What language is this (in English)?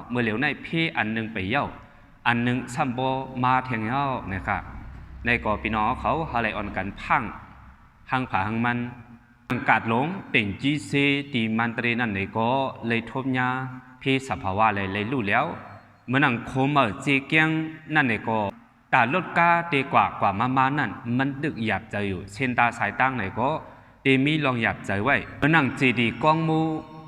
Shan